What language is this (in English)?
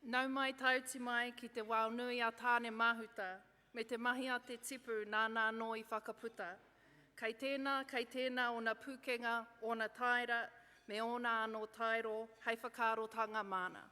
Māori